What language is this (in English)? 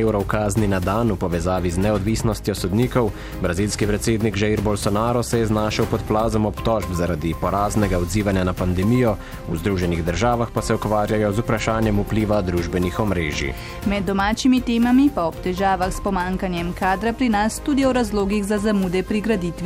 Slovenian